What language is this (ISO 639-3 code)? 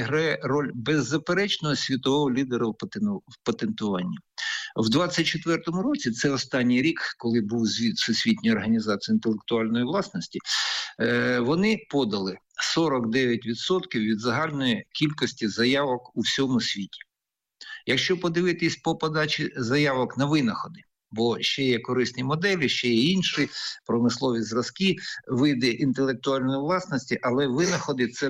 ukr